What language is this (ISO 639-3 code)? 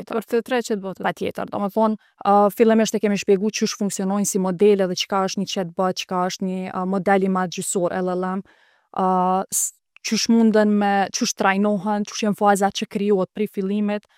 sqi